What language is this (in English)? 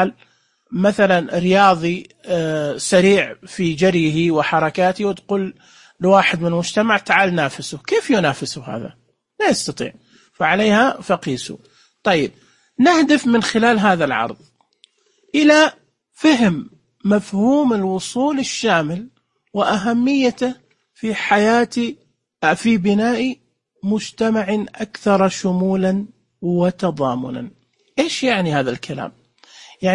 Najdi Arabic